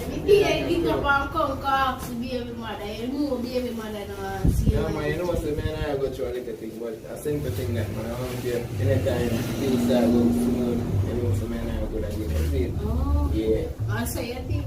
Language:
Jamaican Creole English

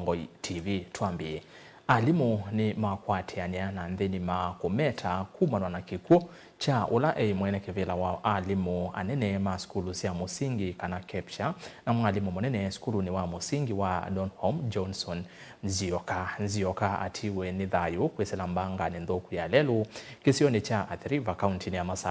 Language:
Kamba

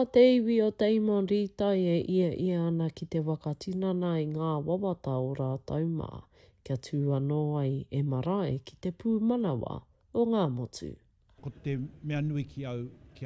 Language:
Māori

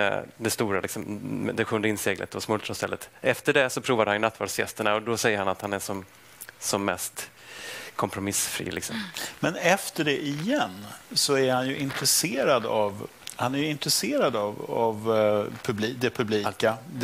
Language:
Swedish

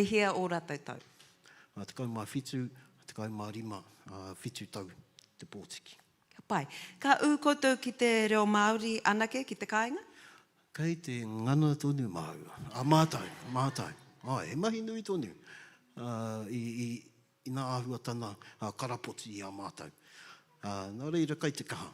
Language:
Māori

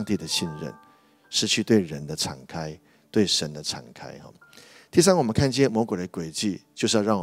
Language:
Chinese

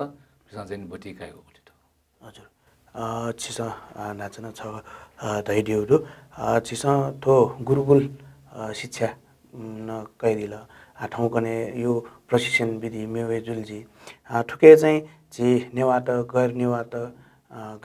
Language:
Newari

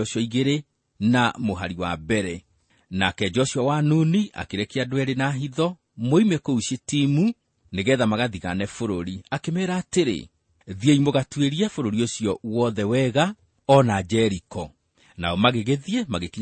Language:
Kikuyu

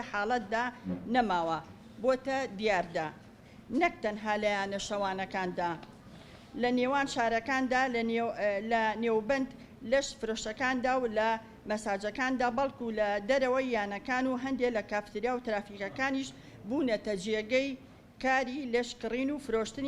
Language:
Central Kurdish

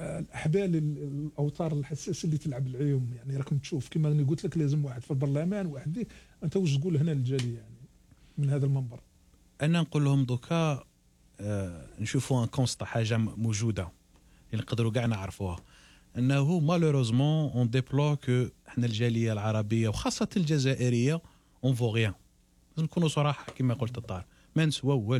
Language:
Algerian Arabic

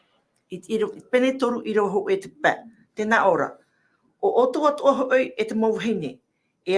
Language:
Tahitian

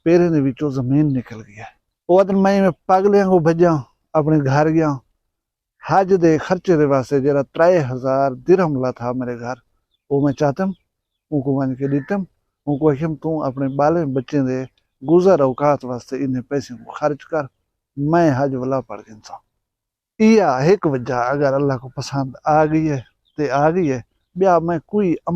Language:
Saraiki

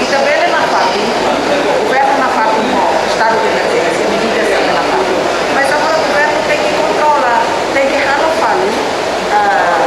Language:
Tetum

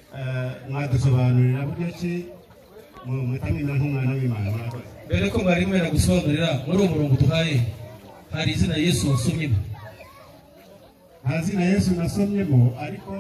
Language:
Kinyarwanda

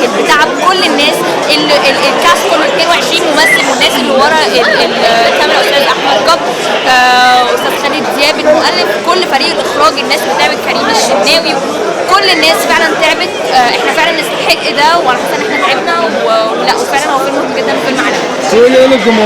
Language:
Egyptian Arabic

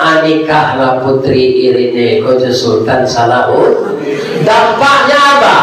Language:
Minangkabau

